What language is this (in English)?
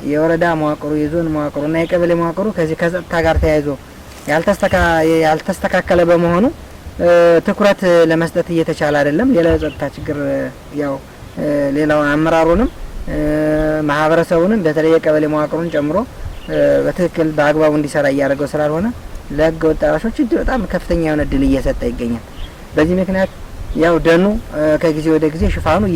Amharic